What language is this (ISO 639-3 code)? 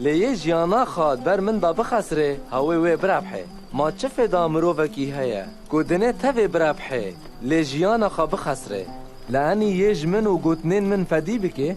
kur